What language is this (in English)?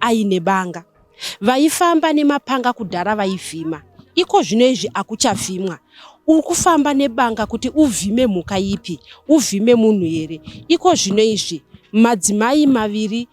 Shona